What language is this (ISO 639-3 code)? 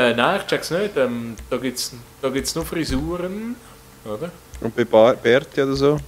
gsw